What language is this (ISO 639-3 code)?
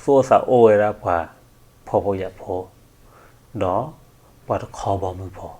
ksw